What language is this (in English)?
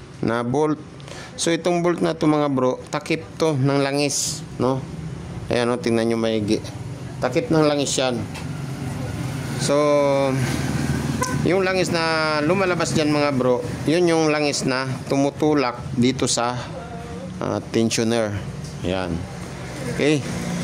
Filipino